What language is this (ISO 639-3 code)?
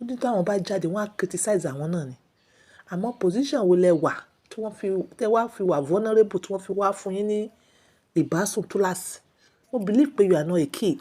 yor